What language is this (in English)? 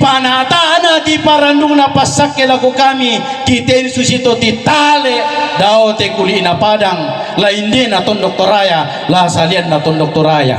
Toraja-Sa'dan